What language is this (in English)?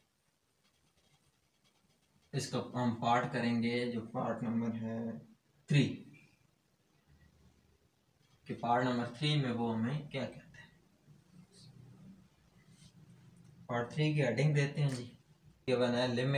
Hindi